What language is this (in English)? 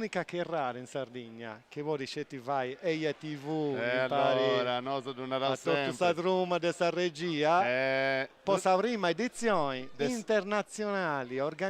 Sardinian